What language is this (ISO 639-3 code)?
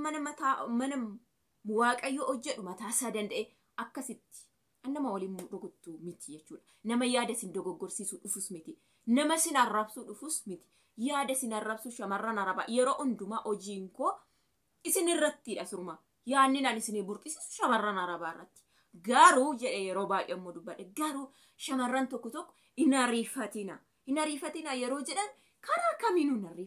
orm